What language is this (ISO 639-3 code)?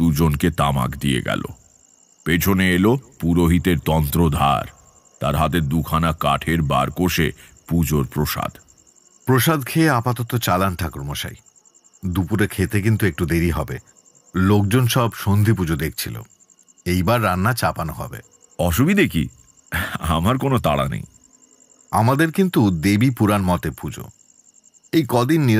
ben